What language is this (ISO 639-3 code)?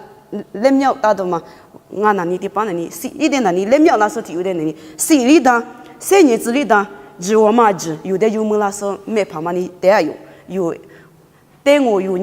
lis